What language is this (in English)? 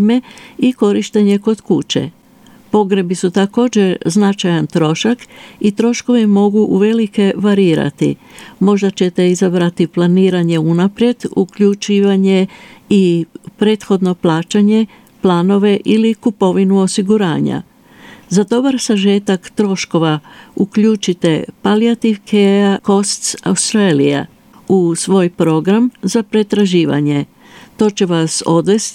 Croatian